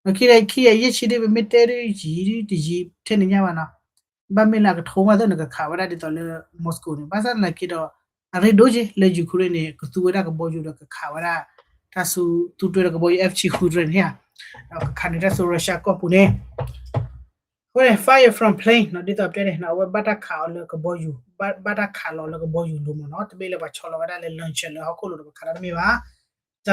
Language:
S'gaw Karen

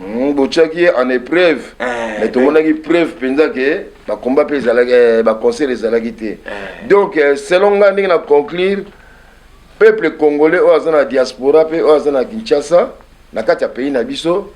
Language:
Lingala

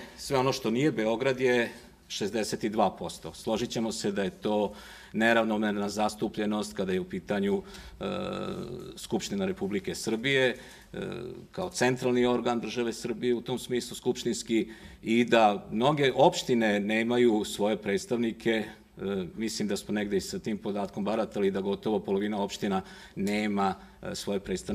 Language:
Serbian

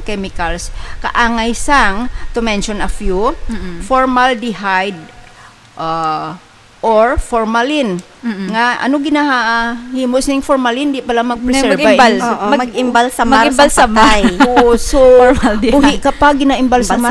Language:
Hiligaynon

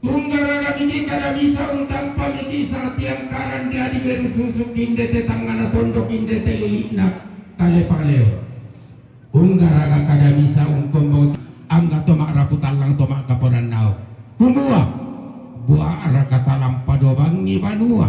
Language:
Toraja-Sa'dan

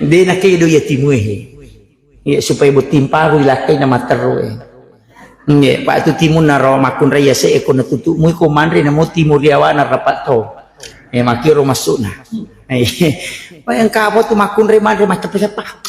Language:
Buginese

